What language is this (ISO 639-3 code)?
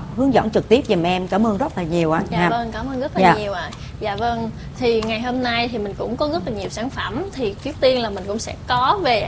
vie